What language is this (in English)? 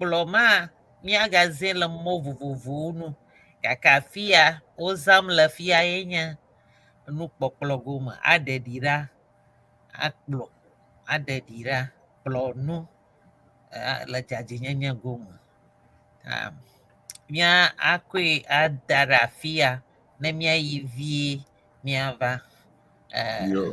Ewe